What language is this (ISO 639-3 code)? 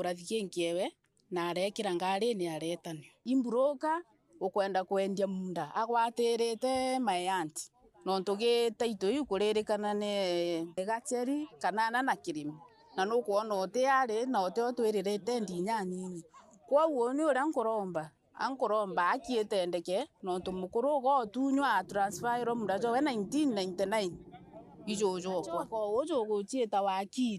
mer